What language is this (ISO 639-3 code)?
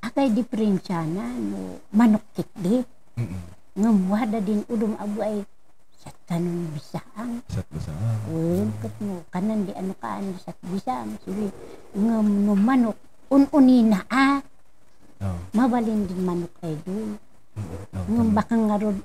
kne